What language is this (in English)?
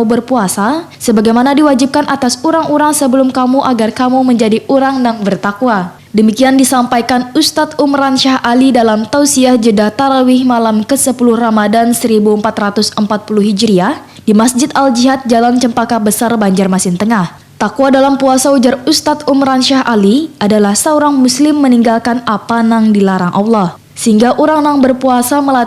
Banjar